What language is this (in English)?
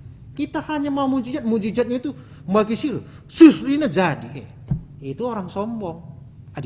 Batak Karo